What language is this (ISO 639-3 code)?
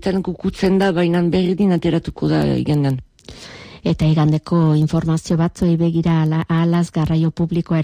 eus